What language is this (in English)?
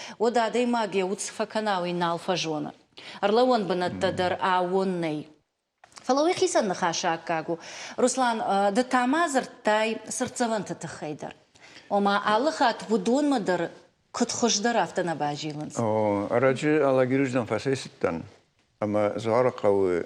Ossetic